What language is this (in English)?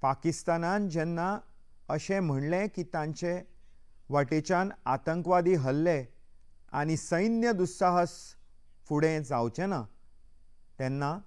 Konkani